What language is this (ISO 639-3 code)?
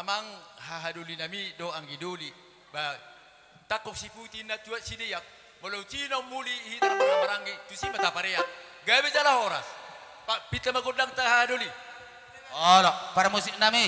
bbc